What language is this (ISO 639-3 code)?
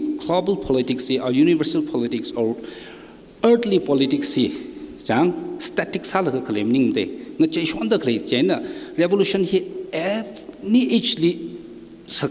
nmf